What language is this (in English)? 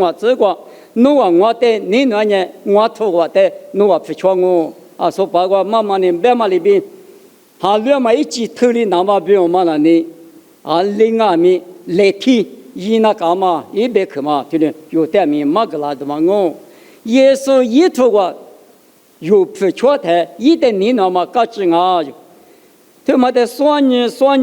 Lisu